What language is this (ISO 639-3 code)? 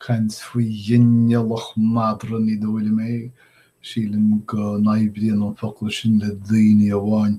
gle